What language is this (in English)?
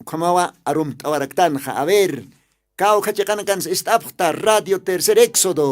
Aymara